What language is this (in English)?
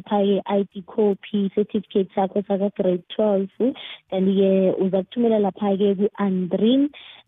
South Ndebele